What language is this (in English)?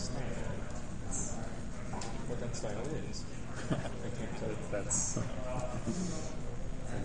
English